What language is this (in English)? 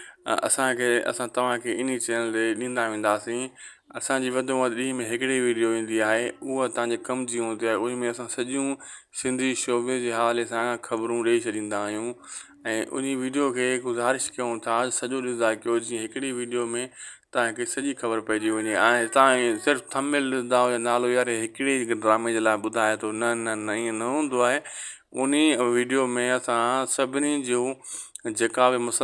Sindhi